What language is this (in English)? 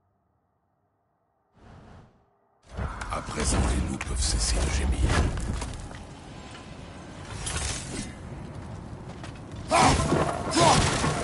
French